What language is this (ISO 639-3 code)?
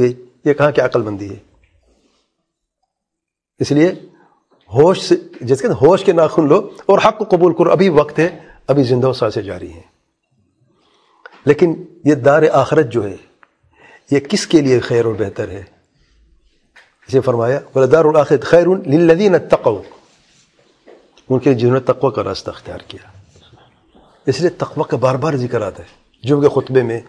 urd